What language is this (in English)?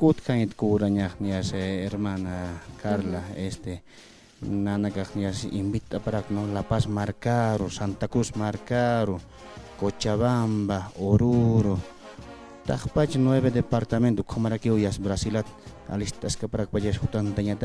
Aymara